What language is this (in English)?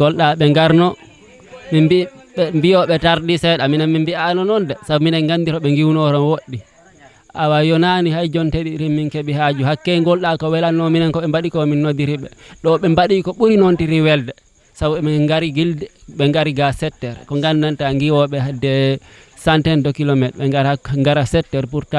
Fula